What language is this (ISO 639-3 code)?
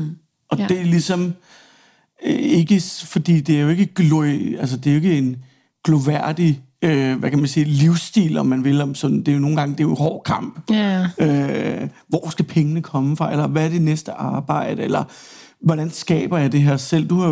dan